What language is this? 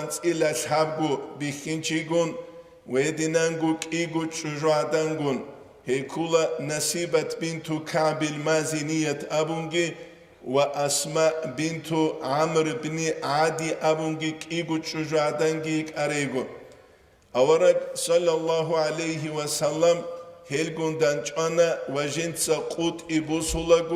Avaric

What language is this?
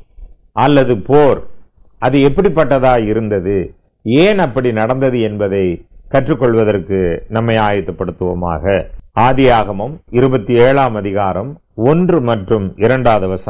Tamil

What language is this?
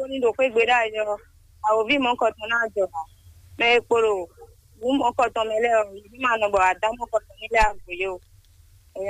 Fon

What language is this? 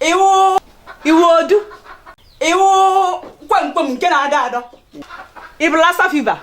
Igbo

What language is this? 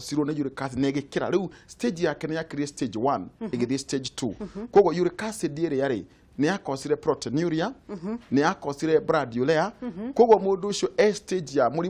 Kikuyu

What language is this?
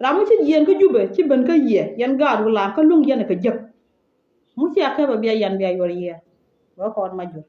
Nuer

